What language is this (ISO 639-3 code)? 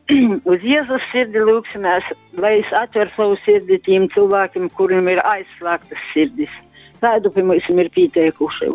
ltg